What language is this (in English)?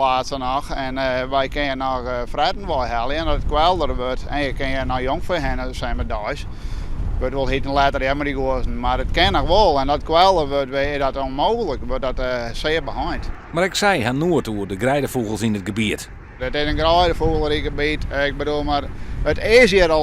Western Frisian